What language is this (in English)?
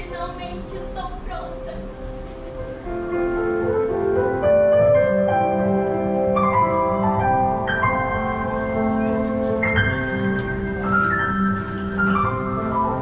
Portuguese